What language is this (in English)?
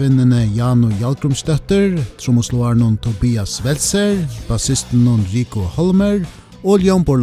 Faroese